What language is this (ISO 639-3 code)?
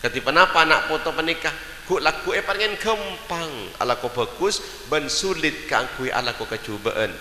mad